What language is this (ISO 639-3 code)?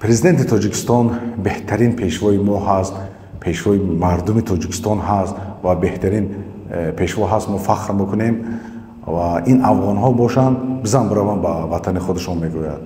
tgk